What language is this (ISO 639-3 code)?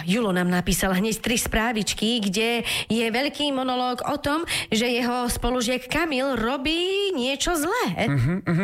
slk